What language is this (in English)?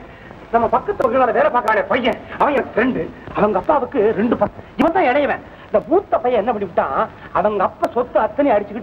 Tamil